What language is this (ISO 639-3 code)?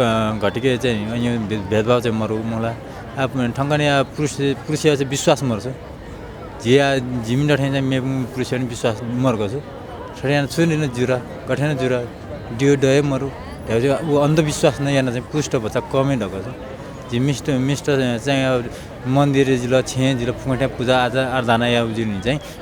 new